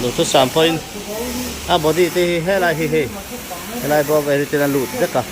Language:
Mizo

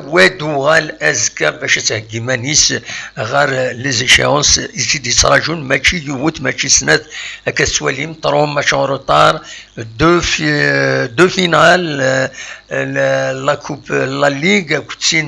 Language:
Kabyle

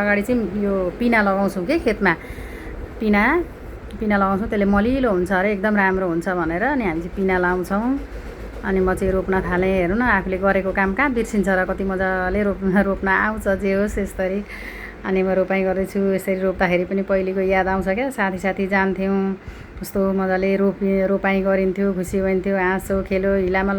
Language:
Nepali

